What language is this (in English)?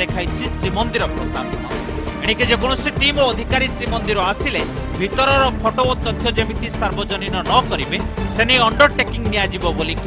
Odia